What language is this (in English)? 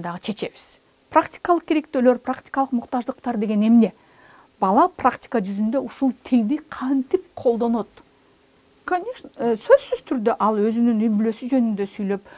Kyrgyz